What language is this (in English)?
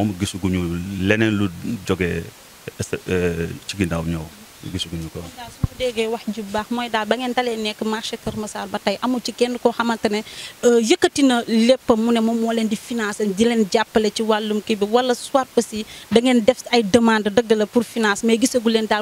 Wolof